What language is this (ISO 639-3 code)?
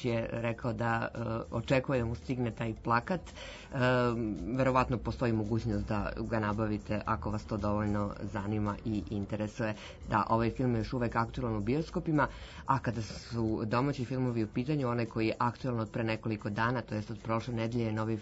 srp